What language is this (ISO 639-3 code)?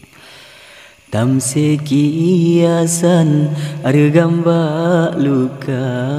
ace